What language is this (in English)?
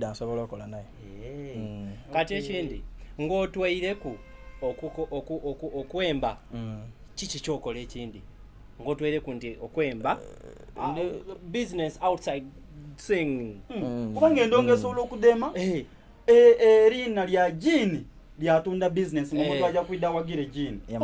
Soga